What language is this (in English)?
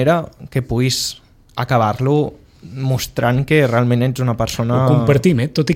Catalan